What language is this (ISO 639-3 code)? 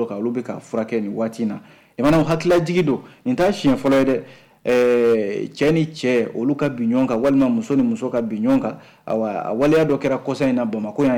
bam